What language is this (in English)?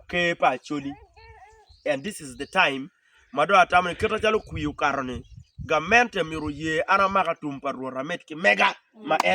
Acoli